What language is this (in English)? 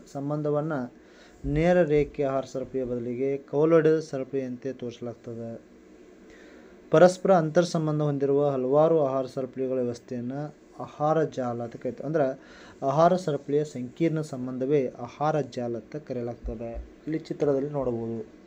Kannada